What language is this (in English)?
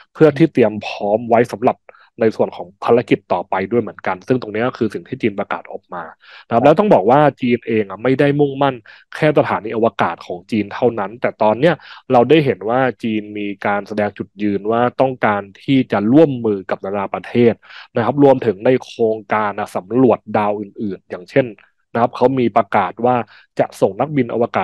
Thai